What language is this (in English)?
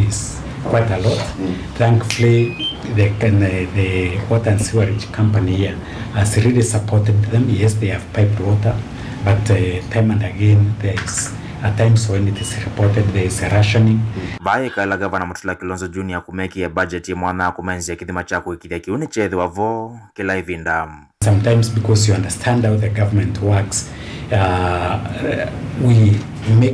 Kamba